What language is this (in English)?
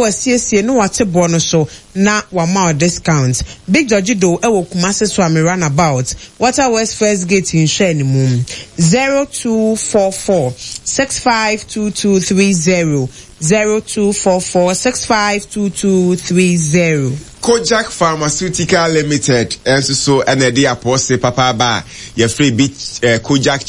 Akan